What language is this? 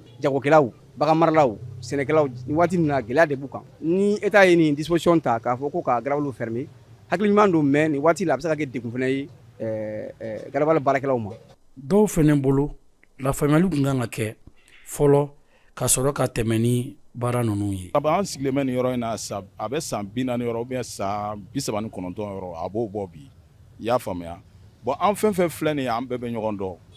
Bambara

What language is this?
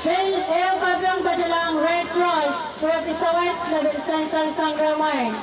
Pohnpeian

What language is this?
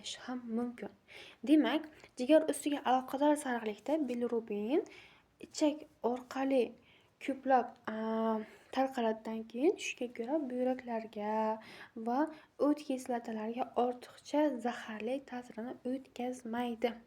Uzbek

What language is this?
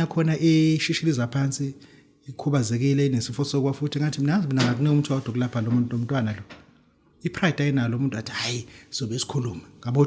Zulu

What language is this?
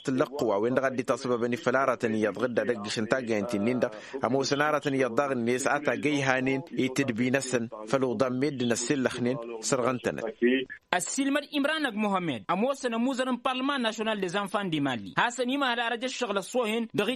Tamasheq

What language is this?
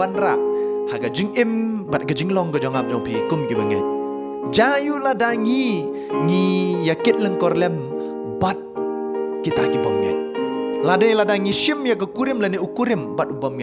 Khasi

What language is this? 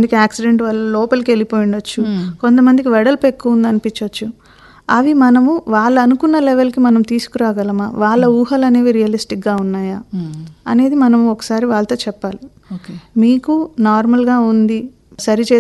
Telugu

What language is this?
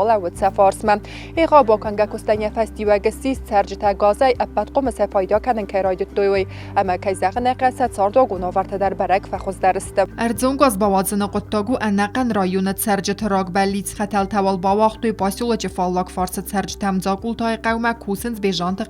Ossetic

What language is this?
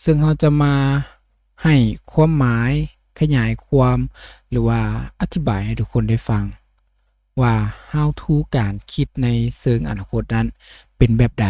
Lao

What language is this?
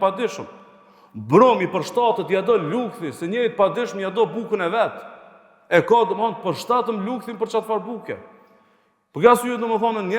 Albanian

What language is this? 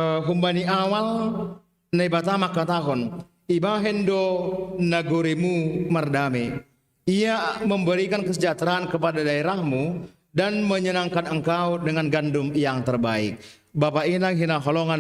Batak Simalungun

